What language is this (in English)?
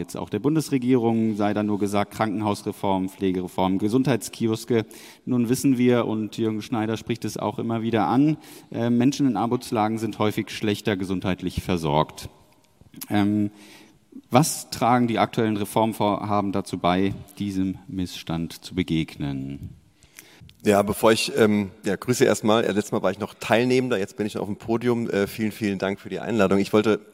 German